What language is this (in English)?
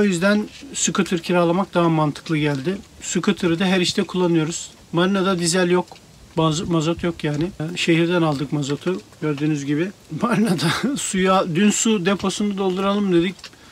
Turkish